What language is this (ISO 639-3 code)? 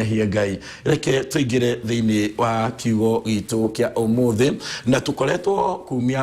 kik